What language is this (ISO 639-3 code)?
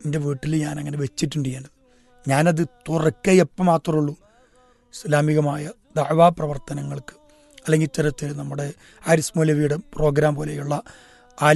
mal